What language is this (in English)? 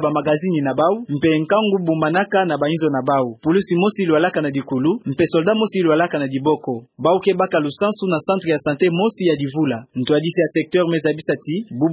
Kituba (Democratic Republic of Congo)